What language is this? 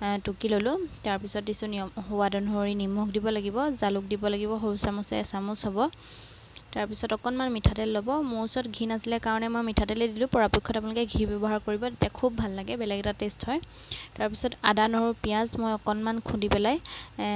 Assamese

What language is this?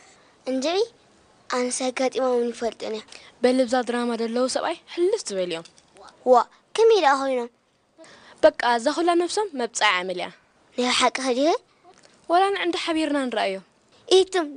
Tigrinya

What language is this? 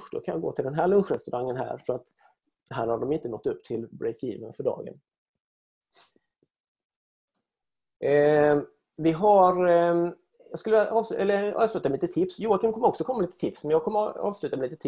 Swedish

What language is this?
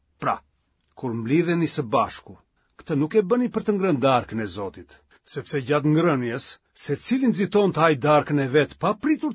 Albanian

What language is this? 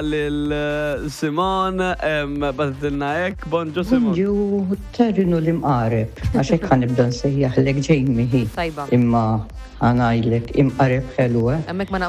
Maltese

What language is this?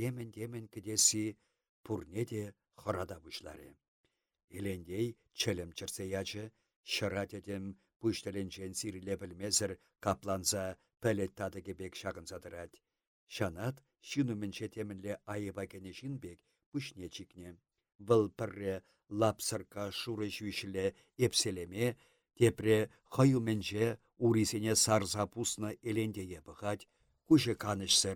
Chuvash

